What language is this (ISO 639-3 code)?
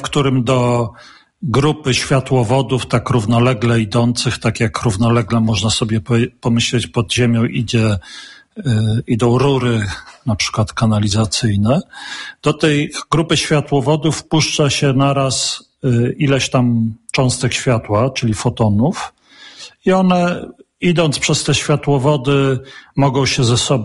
pol